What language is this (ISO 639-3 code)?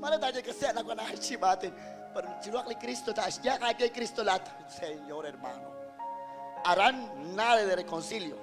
kek